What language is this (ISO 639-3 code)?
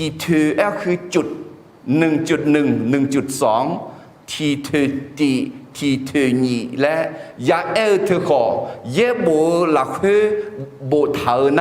ahk